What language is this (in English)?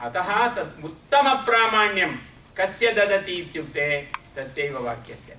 Sanskrit